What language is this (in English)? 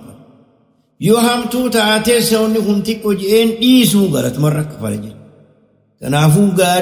Oromo